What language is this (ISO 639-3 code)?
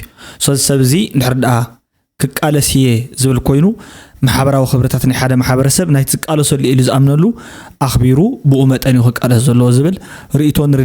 tir